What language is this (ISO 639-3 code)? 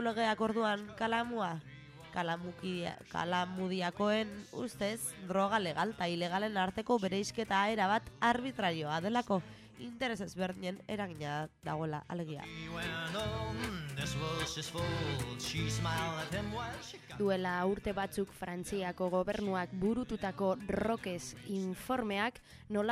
eus